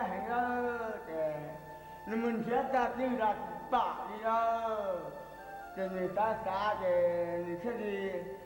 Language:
Hmong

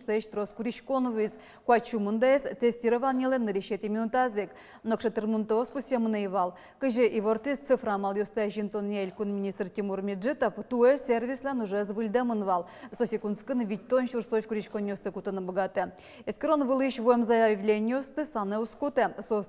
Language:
Udmurt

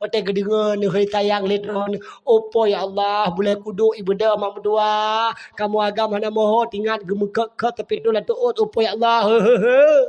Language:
Achinese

